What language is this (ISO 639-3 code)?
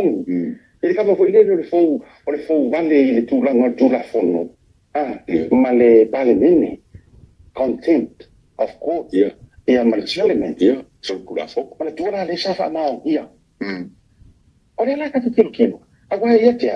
smo